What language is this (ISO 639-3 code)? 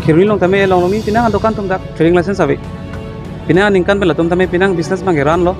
mjw